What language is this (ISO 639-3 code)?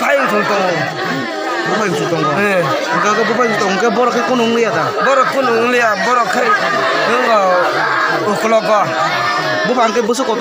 trp